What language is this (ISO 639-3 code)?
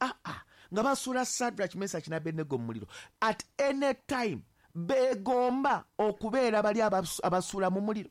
lug